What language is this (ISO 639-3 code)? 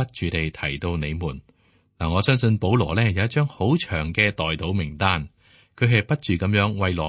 yue